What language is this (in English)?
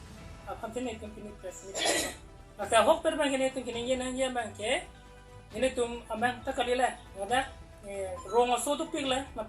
Karbi